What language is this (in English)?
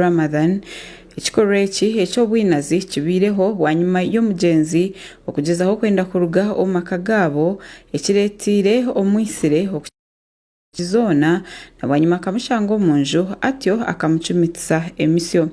Nyankole